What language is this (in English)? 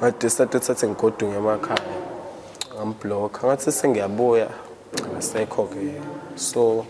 Zulu